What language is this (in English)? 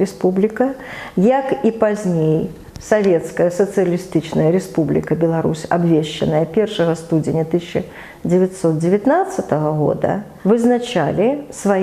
Belarusian